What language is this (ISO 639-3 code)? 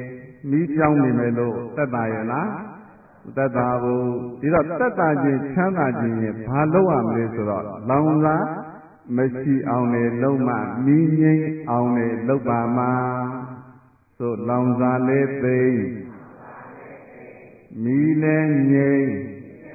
mya